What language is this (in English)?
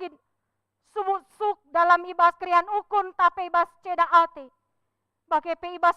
Batak Karo